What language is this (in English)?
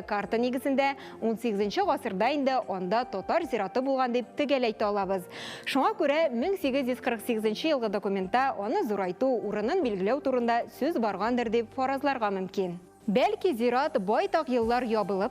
Tatar